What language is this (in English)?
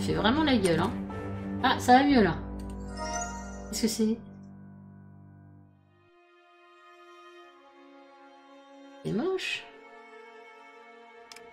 French